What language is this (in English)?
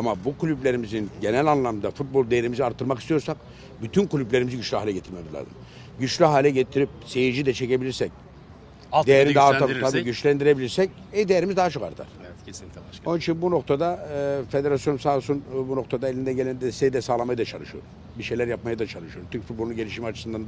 Turkish